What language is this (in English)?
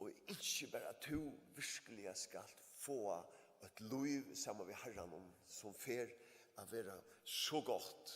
Faroese